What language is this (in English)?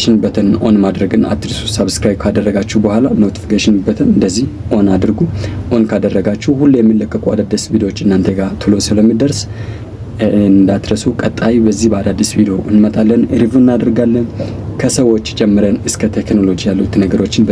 Amharic